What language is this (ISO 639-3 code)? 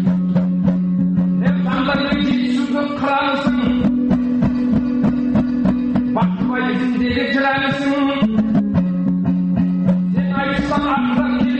kaz